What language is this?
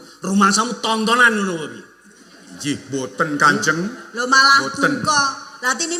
Javanese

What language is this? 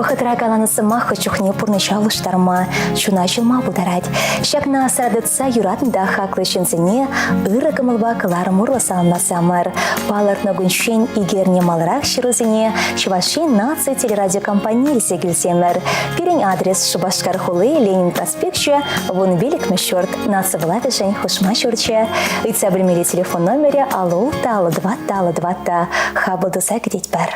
Chuvash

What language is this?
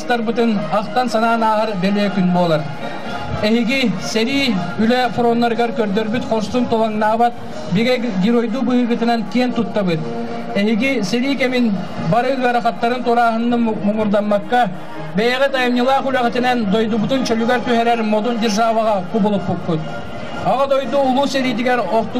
Yakut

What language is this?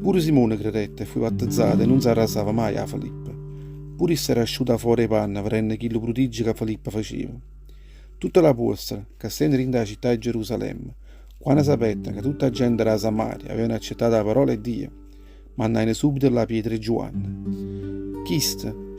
Neapolitan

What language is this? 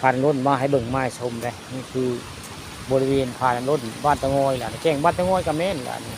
Northeastern Thai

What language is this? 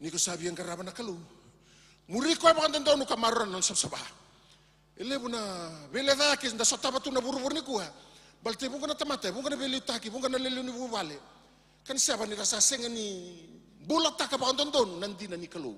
Fijian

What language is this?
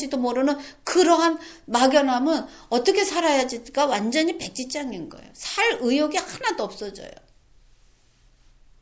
Korean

